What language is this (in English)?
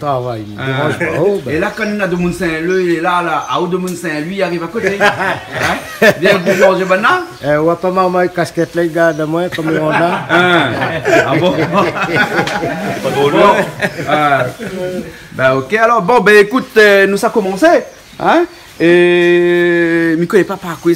Réunion Creole French